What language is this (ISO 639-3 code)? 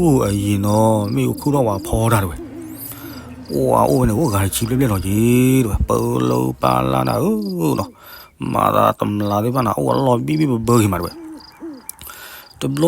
ksw